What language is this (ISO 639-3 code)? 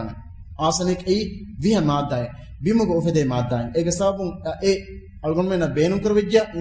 div